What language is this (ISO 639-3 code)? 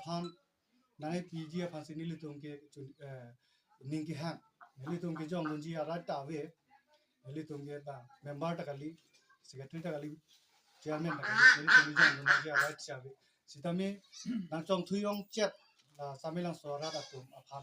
mjw